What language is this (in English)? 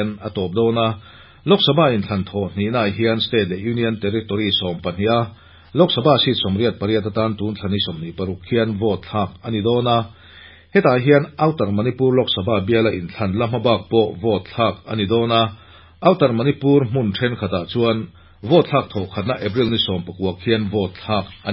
Mizo